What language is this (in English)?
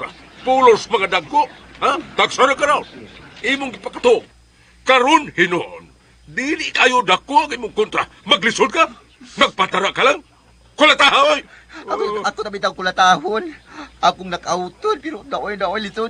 Cebuano